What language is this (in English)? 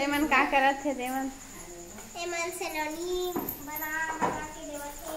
Chhattisgarhi